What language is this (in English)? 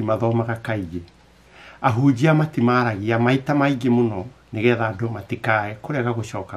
Kikuyu